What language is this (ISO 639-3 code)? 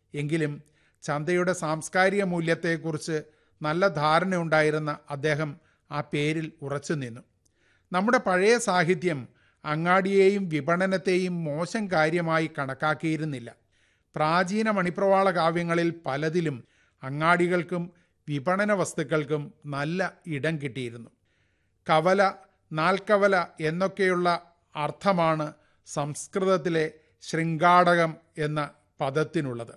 mal